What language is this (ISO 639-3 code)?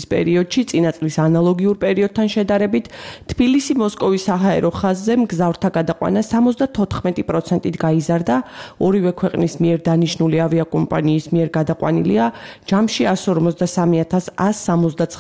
kat